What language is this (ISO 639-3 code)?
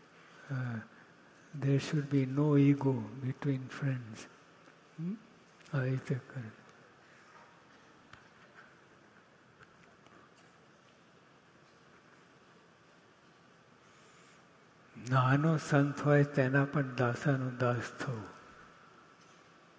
guj